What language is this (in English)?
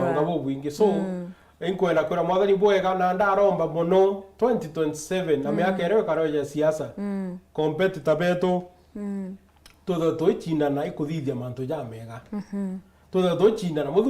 Meru